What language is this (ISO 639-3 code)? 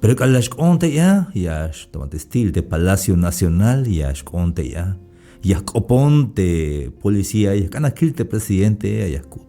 tzh